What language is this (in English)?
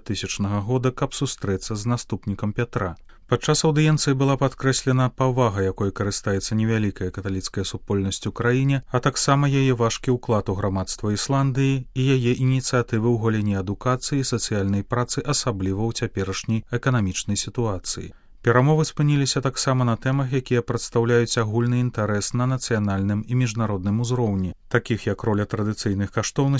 Belarusian